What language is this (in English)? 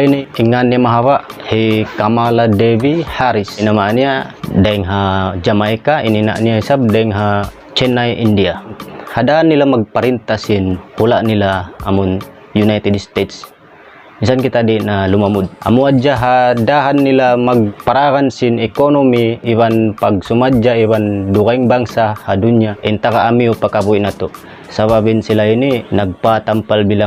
Tausug